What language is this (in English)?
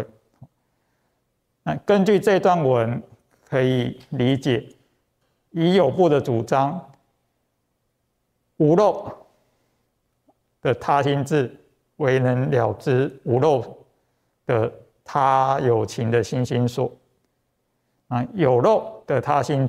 Chinese